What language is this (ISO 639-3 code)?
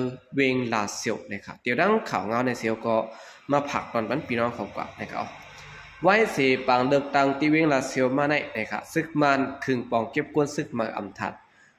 shn